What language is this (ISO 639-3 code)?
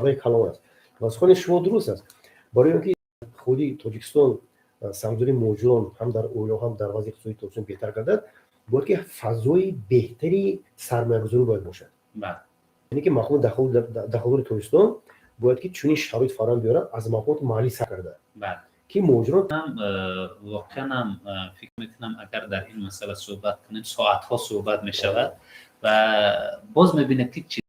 tgk